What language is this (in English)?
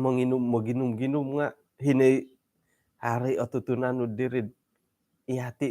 Central Dusun